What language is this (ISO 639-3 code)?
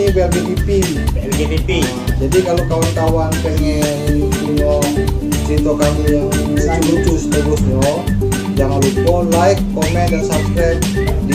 mui